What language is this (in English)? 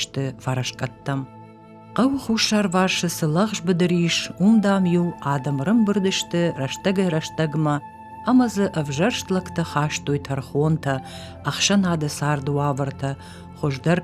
Ossetic